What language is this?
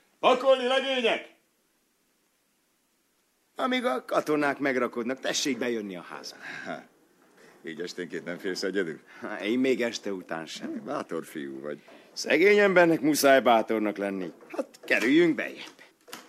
Hungarian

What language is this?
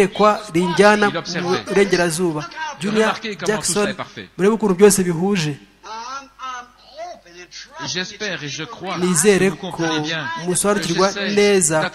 Kinyarwanda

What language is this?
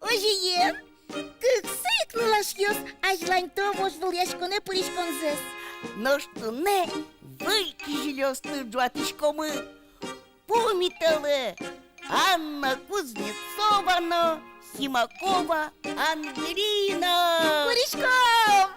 Udmurt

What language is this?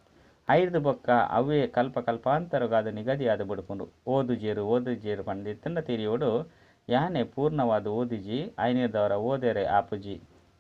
Tulu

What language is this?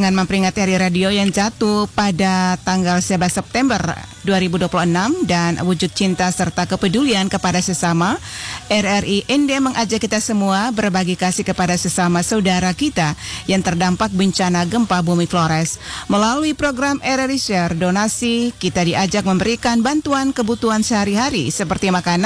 Indonesian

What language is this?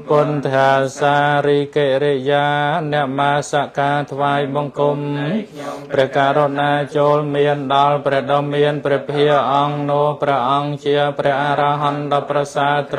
Khmer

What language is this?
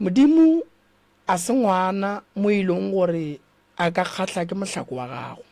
Northern Sotho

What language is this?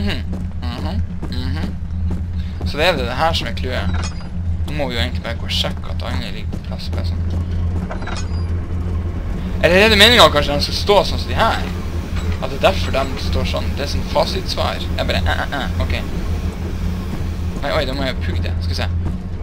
Norwegian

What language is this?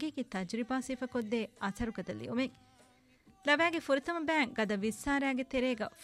Divehi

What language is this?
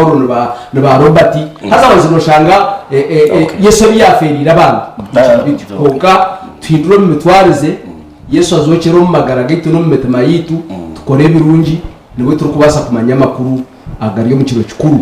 Nyankole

